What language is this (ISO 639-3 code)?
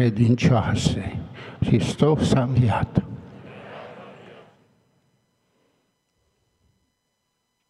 ron